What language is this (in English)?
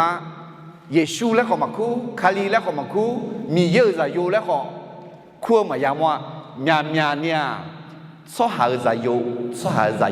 Akha